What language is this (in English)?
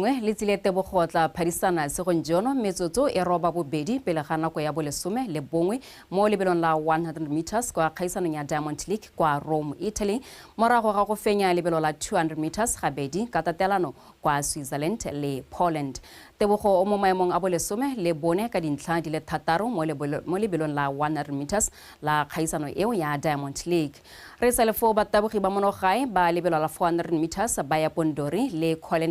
Tswana